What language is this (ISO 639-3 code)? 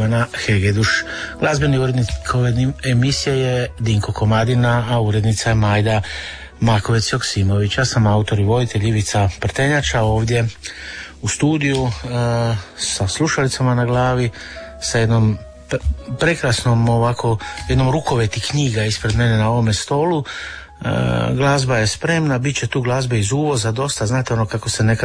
hrv